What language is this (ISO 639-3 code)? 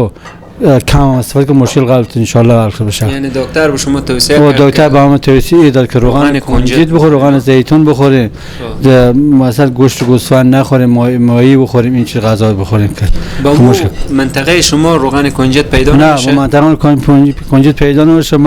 fas